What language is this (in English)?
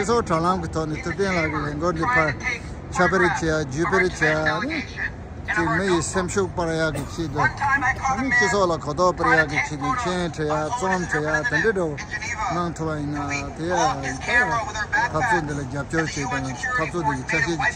Tibetan